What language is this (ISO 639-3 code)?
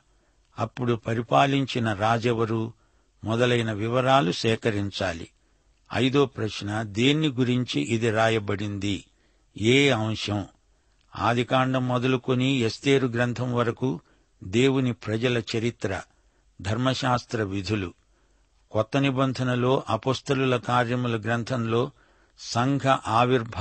tel